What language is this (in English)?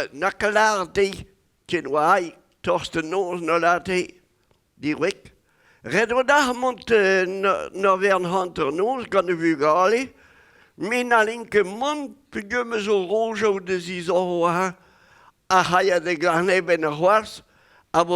Breton